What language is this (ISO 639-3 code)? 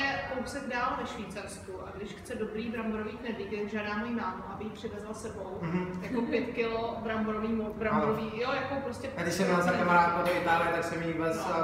ces